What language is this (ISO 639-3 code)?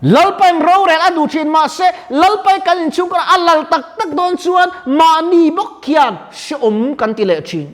lus